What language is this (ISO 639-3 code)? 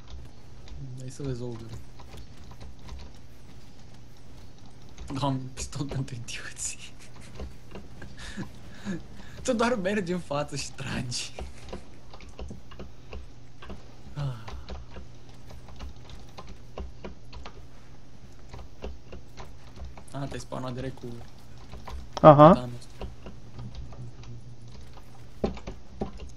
ron